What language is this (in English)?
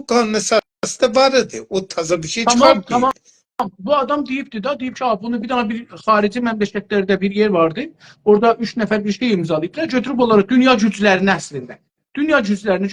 South Azerbaijani